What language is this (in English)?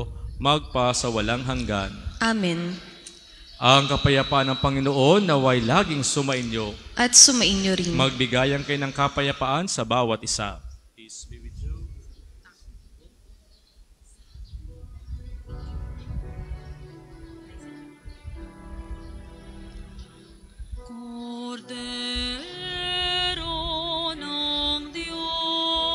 Filipino